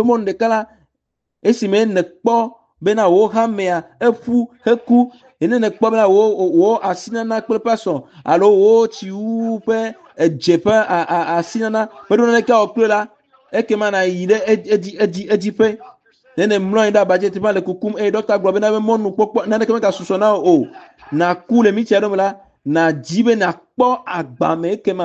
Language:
Ewe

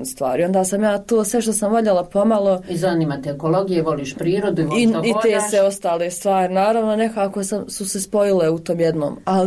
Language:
Croatian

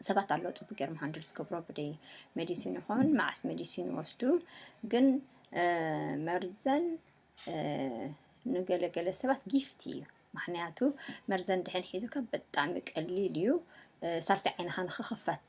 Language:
Tigrinya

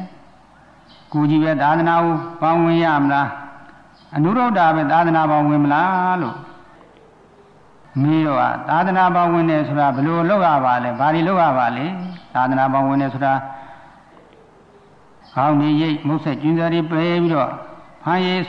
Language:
Burmese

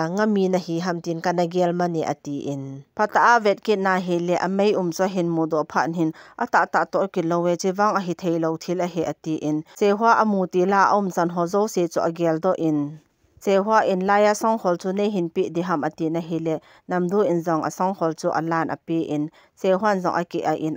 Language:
Thado Chin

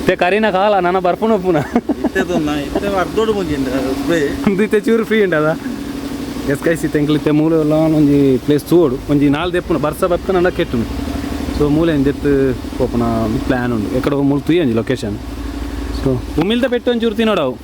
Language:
Tulu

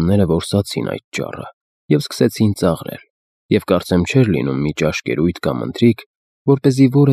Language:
Armenian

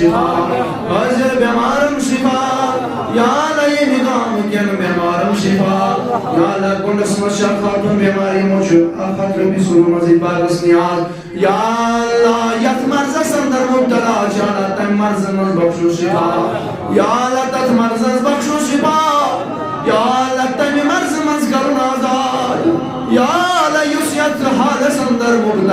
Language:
Kashmiri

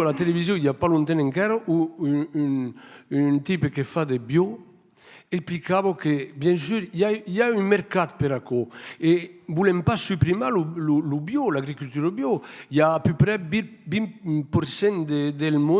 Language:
Occitan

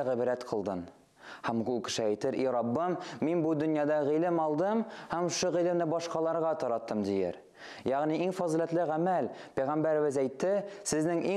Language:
Tatar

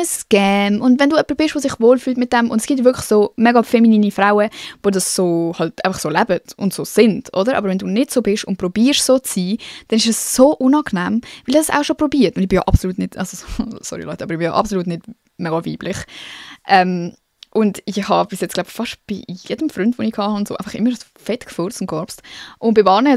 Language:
Swiss German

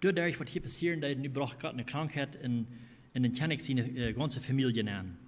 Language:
Plautdietsch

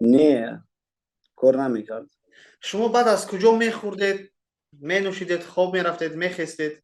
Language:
Tajik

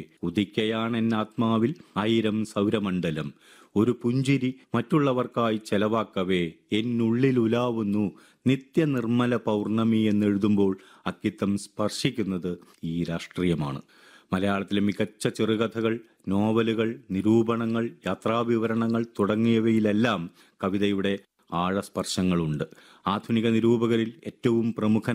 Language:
Malayalam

